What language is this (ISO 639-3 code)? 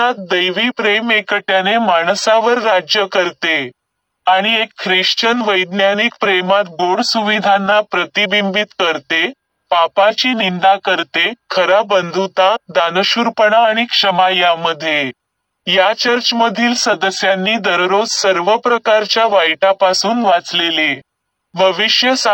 mar